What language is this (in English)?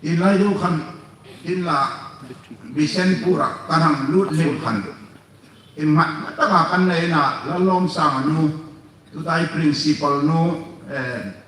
Hmar